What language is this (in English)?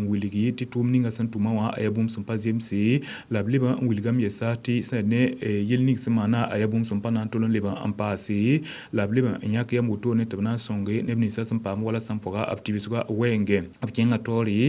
Mossi